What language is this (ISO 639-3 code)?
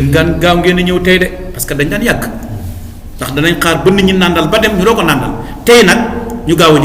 wol